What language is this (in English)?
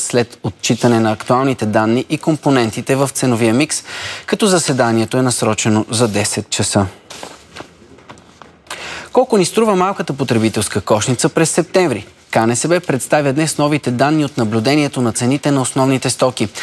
Bulgarian